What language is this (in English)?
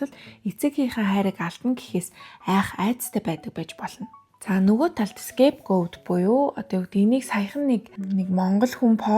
Mongolian